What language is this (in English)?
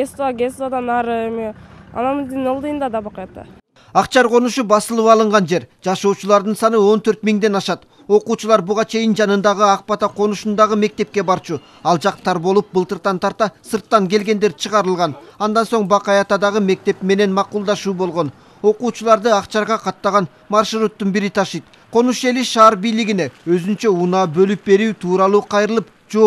Kyrgyz